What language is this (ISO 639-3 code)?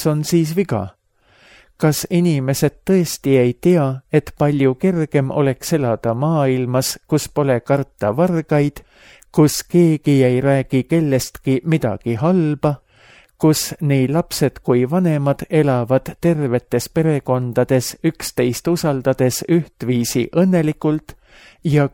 est